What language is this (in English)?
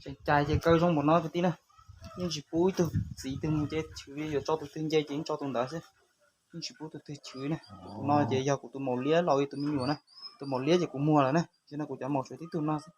Hmong